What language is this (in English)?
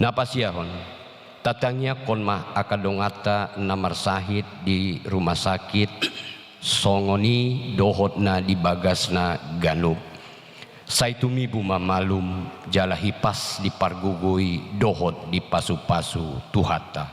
Batak Toba